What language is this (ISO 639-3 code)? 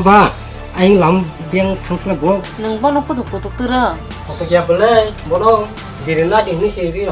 trp